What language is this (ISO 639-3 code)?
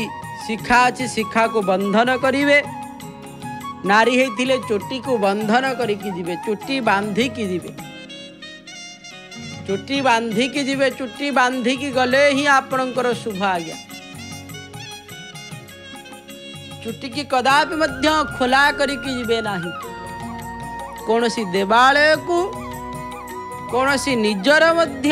ori